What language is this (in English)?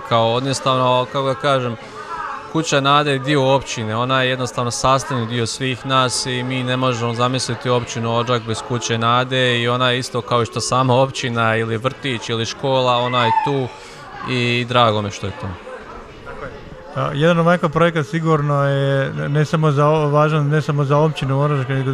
Croatian